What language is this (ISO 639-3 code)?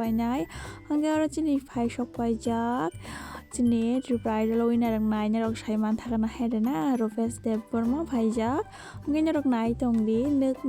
trp